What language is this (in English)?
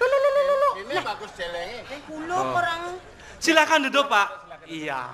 Balinese